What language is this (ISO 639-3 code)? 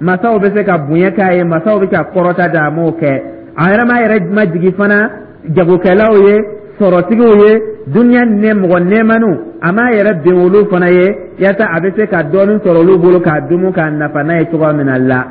dyu